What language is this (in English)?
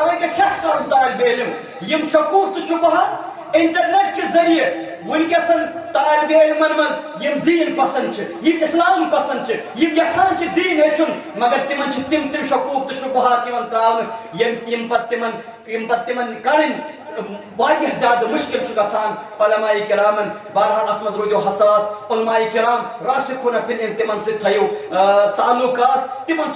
Kashmiri